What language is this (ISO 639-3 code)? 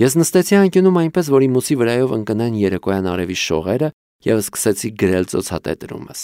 hye